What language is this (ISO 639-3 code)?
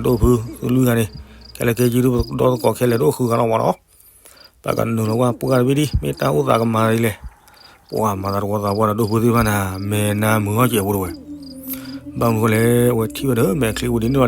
ksw